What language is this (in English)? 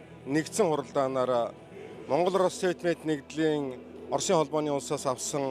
Mongolian